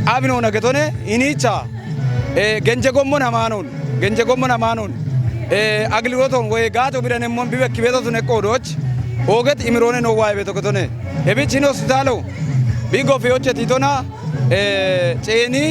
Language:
Kafa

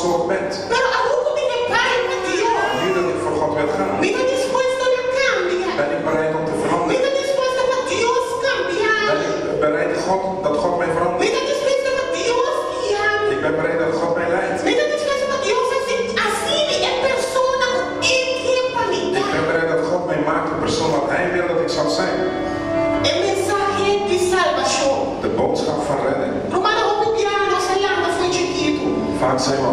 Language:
Papiamento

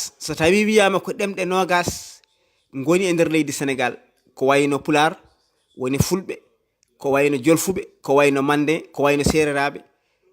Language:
Fula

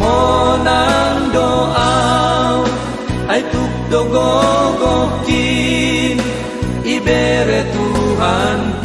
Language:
Batak Simalungun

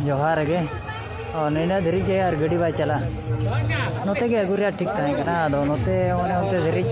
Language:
Santali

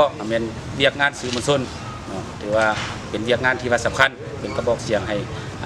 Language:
Lao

